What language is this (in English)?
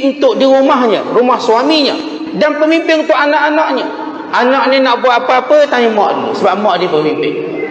Malay